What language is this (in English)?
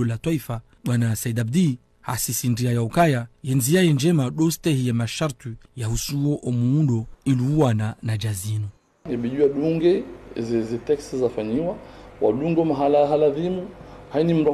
Ngazidja Comorian